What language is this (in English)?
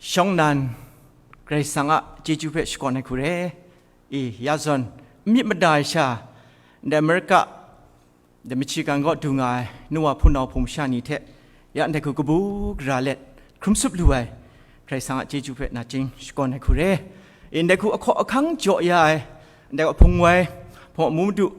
Kachin